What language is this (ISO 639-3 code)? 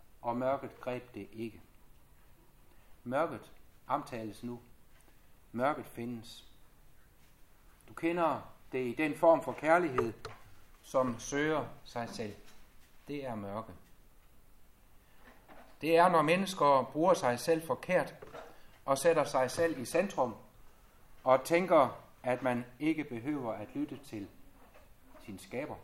dan